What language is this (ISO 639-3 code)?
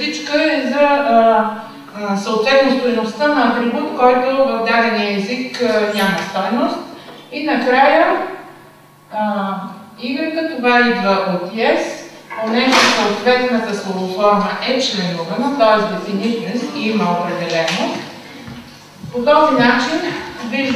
bul